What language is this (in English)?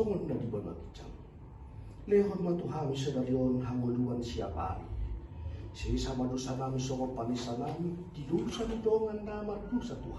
Batak Toba